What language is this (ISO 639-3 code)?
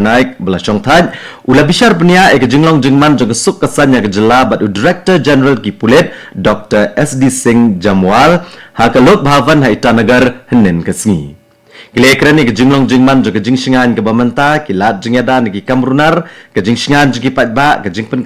kha